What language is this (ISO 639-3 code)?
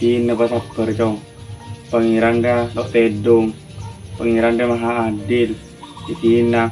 mad